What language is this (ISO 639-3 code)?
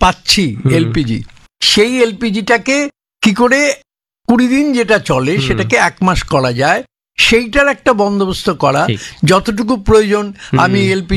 ben